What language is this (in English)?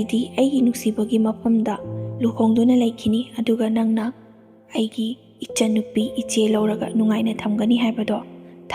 Manipuri